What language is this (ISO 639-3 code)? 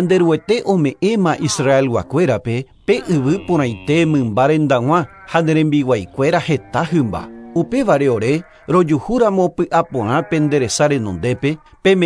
grn